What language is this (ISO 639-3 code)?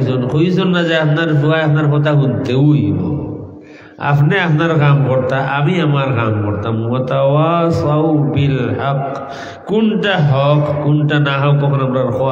syl